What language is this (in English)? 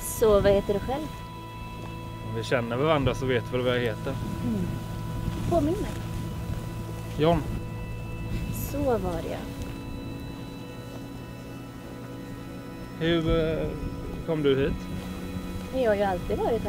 Swedish